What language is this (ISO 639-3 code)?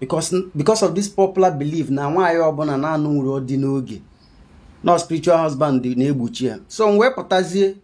ibo